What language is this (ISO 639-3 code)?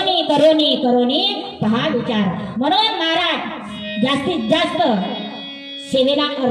mar